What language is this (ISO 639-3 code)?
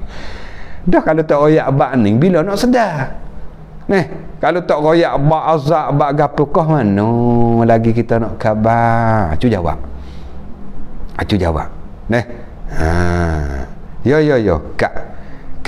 msa